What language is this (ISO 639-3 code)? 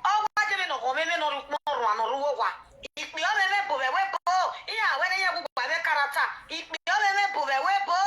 pcm